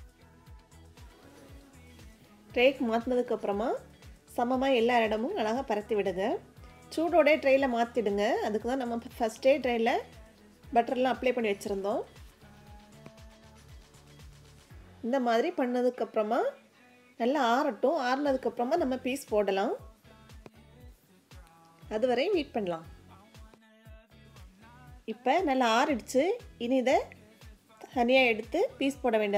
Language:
Tamil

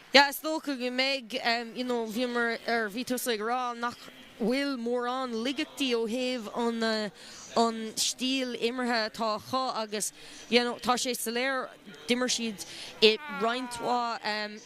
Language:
Irish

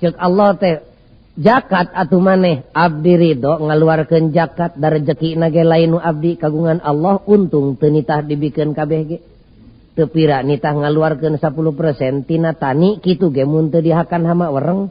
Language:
Sundanese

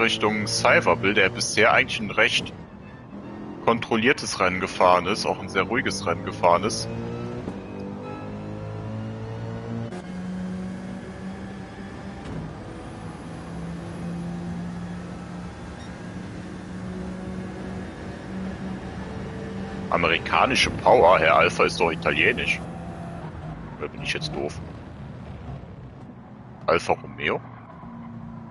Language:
German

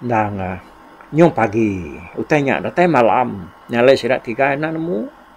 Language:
Iban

